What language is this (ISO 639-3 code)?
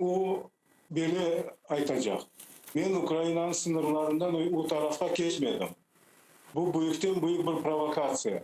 crh